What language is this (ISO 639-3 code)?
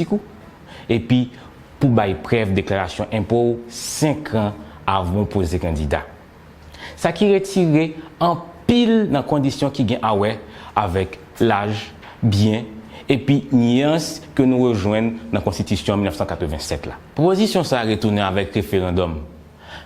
hat